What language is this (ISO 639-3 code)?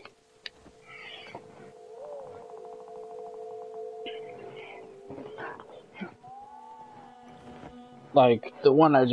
eng